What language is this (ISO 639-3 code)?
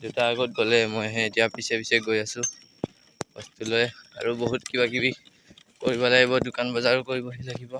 asm